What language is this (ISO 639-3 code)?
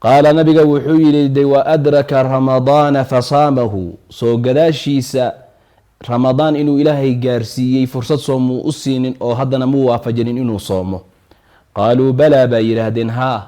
som